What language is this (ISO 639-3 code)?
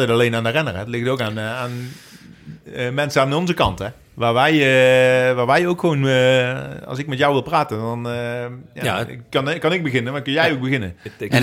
nld